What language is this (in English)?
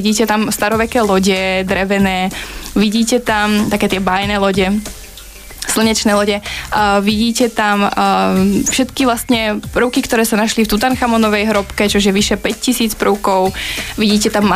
Slovak